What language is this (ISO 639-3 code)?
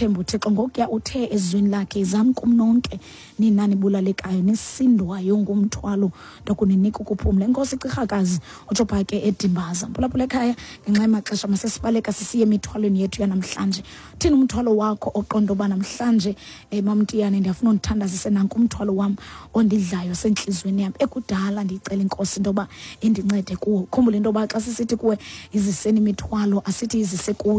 xho